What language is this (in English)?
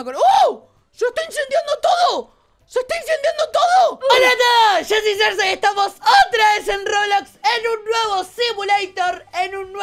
Spanish